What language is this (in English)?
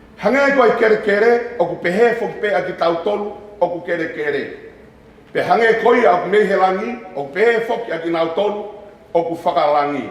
Tongan